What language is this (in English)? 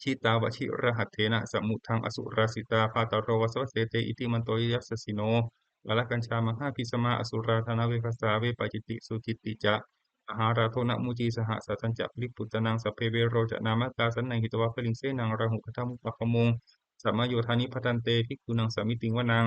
Pali